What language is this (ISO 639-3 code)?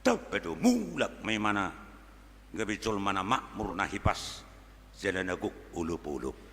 bbc